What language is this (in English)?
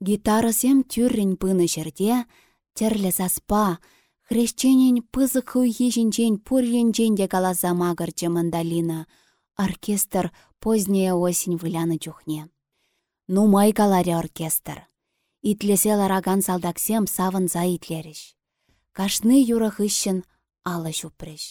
Chuvash